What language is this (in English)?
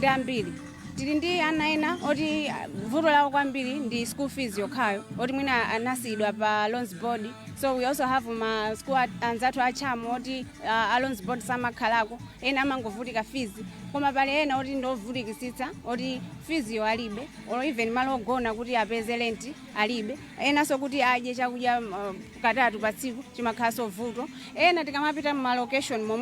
Nyanja